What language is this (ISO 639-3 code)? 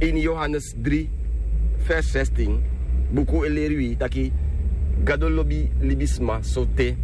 srn